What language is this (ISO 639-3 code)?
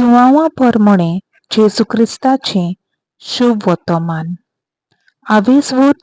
kok